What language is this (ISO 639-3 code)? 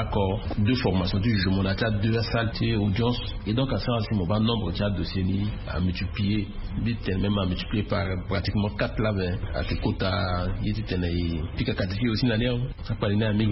sag